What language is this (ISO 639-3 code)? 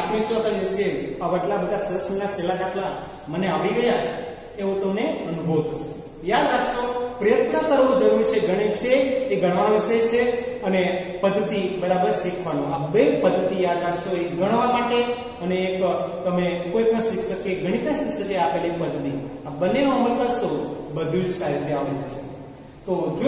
guj